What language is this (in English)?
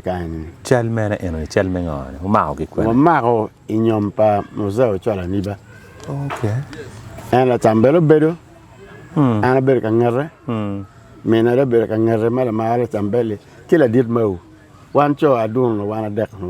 Acoli